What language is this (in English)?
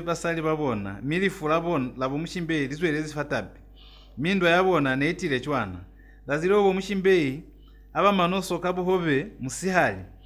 Lozi